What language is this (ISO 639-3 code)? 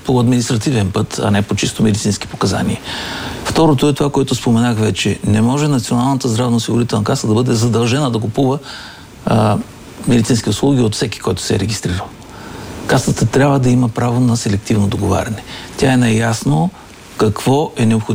bul